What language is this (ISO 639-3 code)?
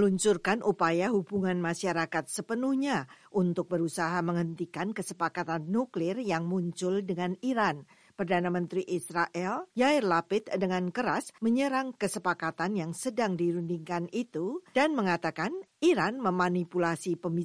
ind